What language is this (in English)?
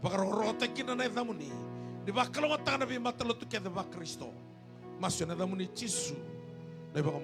Fijian